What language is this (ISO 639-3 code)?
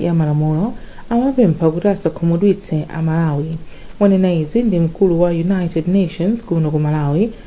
nya